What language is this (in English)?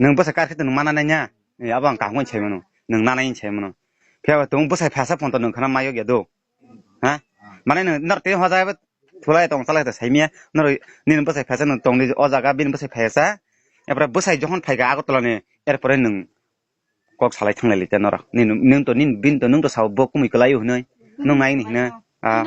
Kok Borok